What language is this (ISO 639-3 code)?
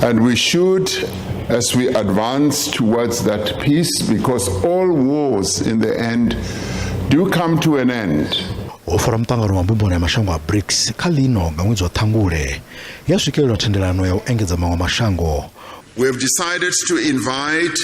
ven